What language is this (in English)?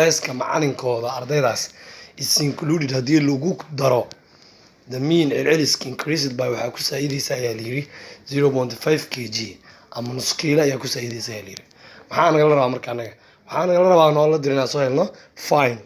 Somali